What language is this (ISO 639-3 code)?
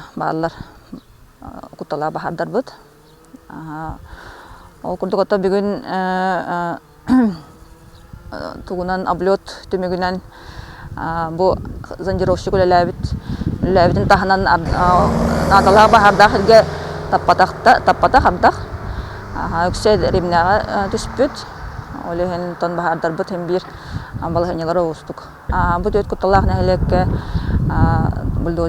sah